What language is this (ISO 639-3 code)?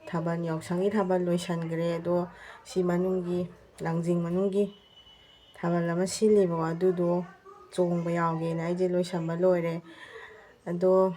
mni